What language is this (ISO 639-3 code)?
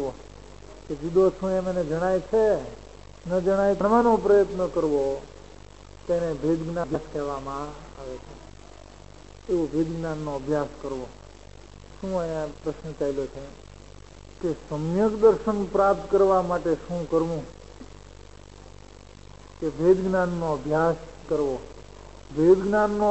guj